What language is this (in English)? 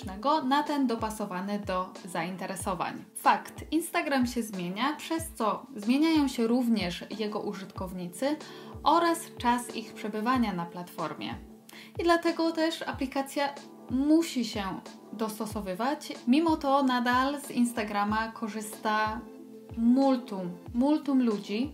Polish